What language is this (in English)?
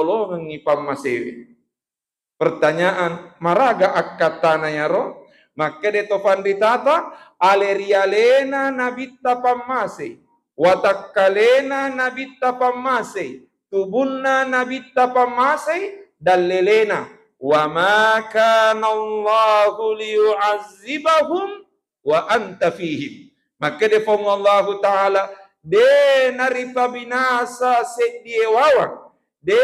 Buginese